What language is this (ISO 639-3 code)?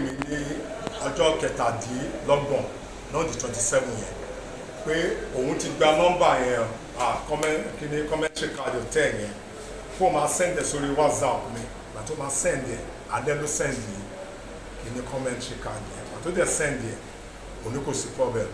yor